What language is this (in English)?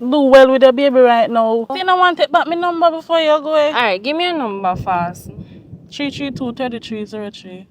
Jamaican Creole English